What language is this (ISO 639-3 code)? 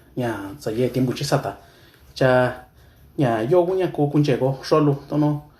mix